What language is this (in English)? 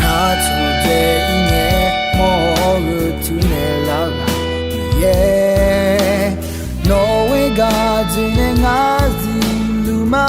Akha